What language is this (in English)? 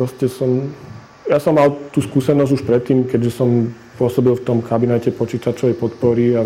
Slovak